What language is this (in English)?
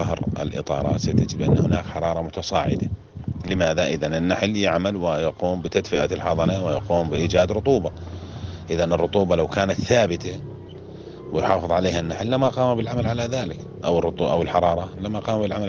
Arabic